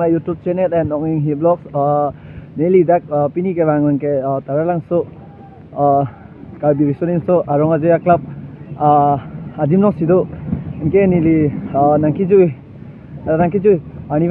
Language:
Karbi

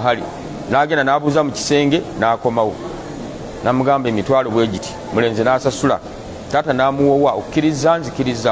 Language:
Ganda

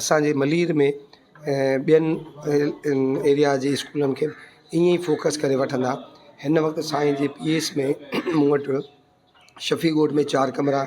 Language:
Sindhi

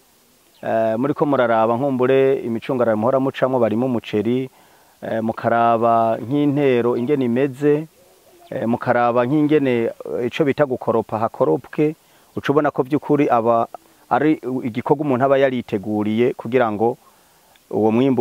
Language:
Rundi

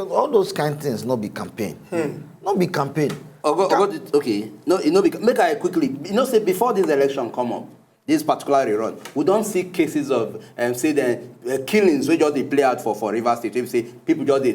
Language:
Nigerian Pidgin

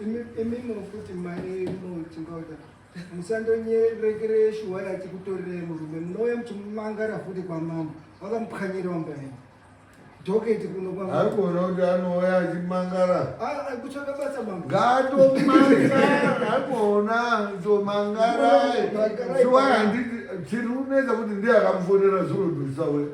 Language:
Shona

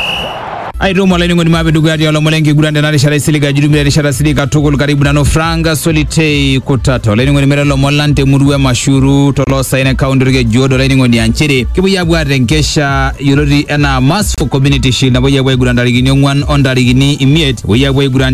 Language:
Swahili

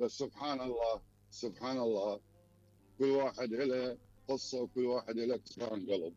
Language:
Mesopotamian Arabic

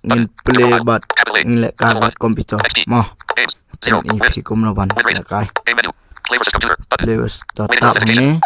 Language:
Khasi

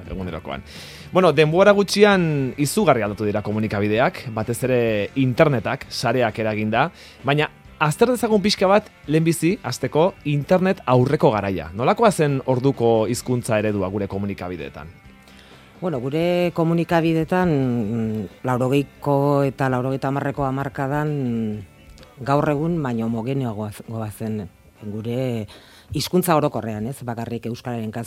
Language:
Basque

